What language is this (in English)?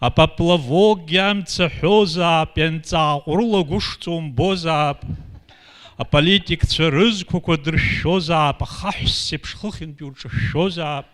Abkhazian